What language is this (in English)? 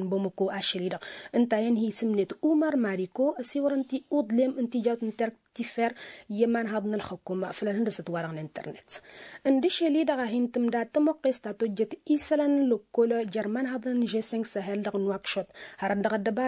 Tamasheq